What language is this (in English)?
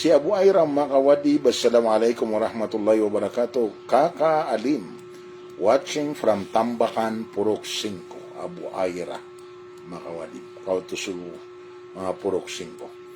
Maranao